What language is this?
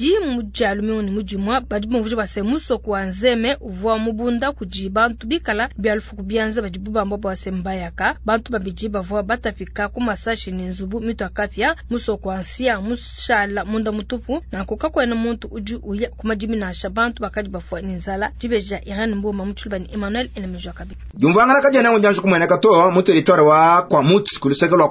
Luba-Lulua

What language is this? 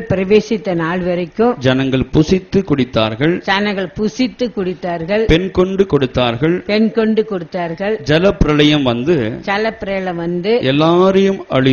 Tamil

